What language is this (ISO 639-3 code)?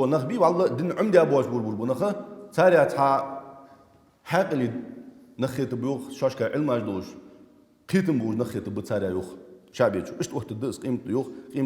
inh